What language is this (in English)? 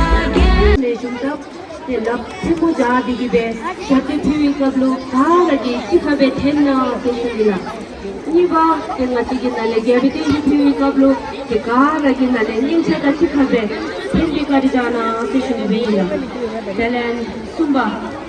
Tibetan